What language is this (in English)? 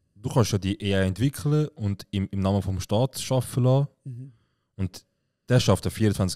Swiss German